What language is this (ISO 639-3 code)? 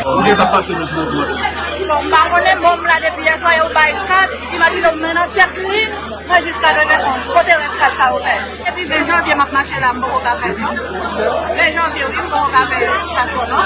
hat